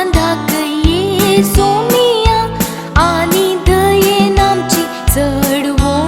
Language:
Konkani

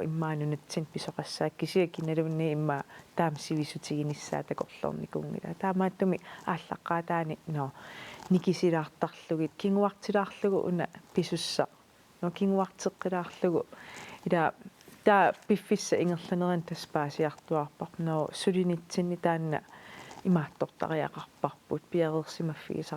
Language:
Kalaallisut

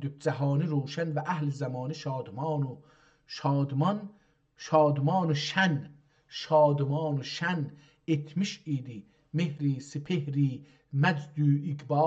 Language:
South Azerbaijani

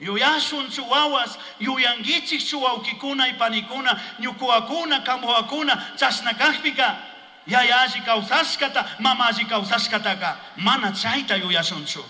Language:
Chimborazo Highland Quichua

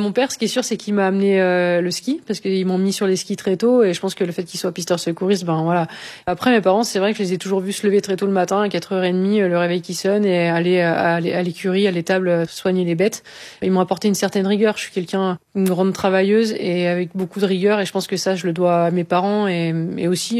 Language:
French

